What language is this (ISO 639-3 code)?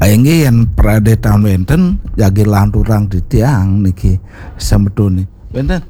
ban